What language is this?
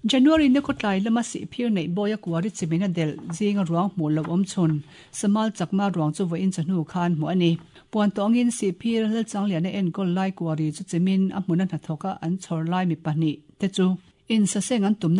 Mizo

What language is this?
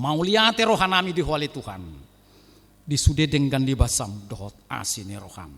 Batak Toba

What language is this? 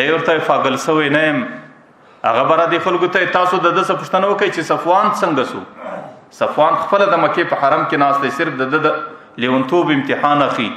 Pashto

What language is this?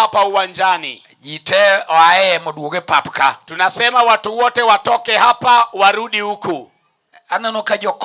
Luo (Kenya and Tanzania)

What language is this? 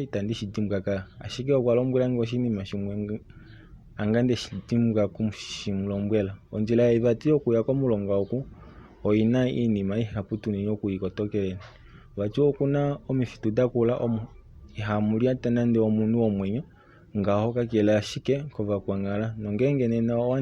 Kuanyama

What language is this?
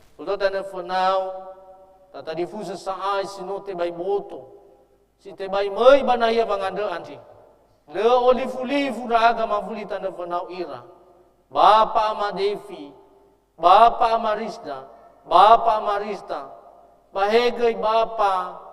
Nias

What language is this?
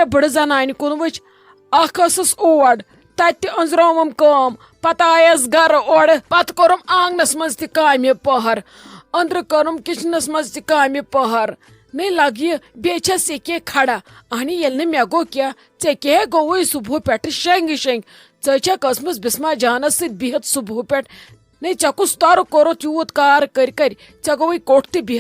Kashmiri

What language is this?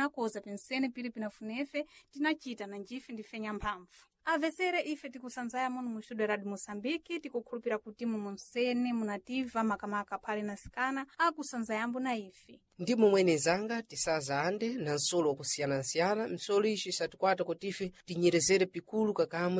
Sena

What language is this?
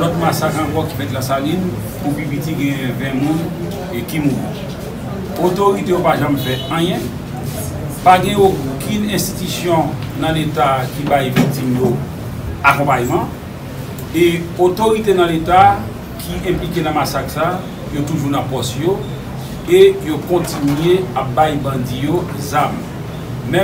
Haitian Creole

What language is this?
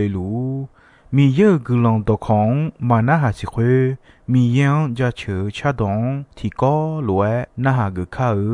Akha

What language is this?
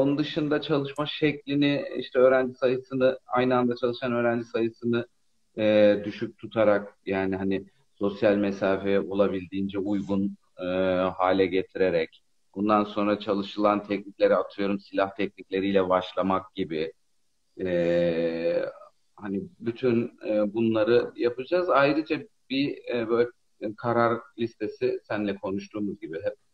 Turkish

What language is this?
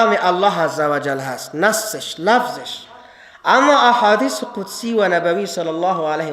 Persian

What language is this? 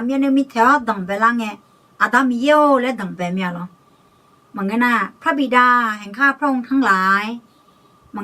Akha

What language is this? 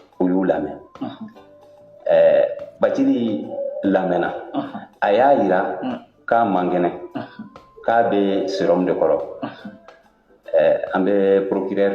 Bambara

